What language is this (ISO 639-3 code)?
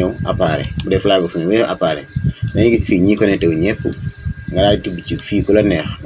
wol